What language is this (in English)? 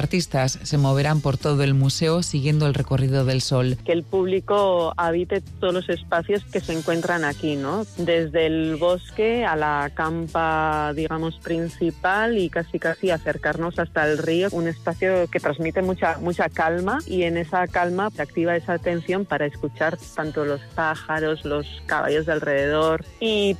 Spanish